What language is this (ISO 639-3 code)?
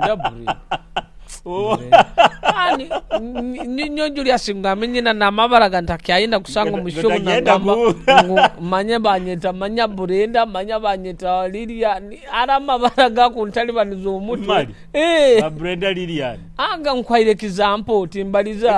nyo